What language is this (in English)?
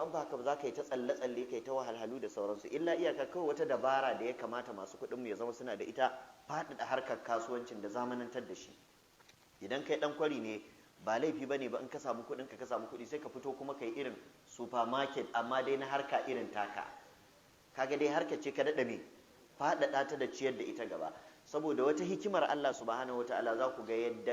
Hausa